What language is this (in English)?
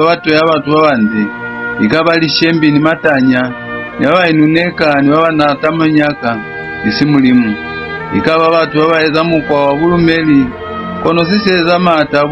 Lozi